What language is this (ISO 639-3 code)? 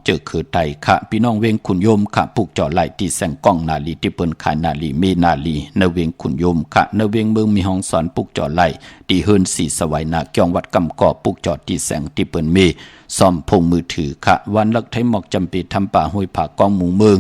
shn